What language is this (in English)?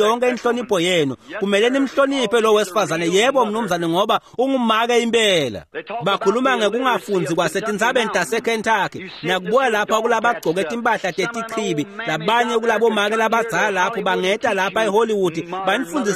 Swati